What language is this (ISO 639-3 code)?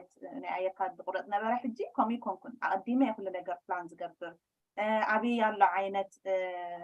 tir